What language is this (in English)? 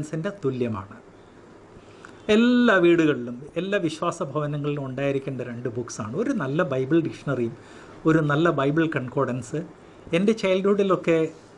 Malayalam